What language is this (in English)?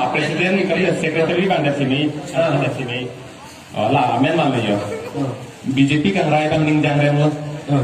Karbi